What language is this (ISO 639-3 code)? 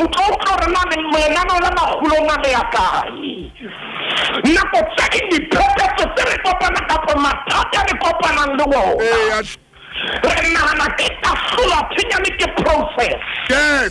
sot